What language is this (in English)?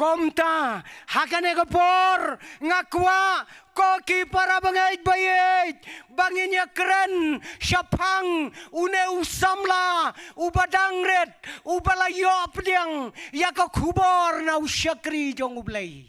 Khasi